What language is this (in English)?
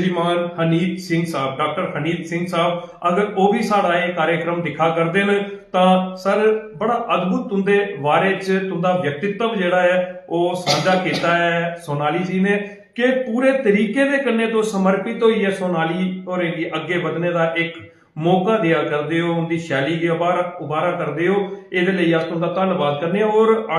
Dogri